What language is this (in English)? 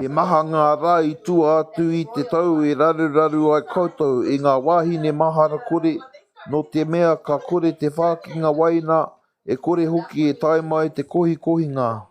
Māori